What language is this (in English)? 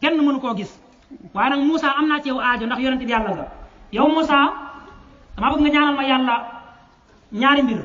Wolof